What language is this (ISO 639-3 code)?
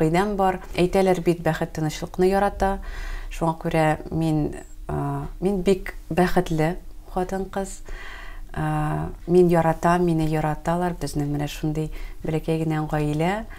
tat